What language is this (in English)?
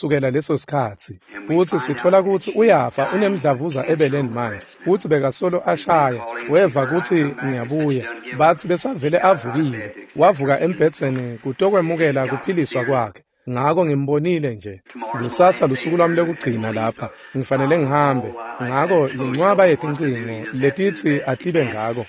Swati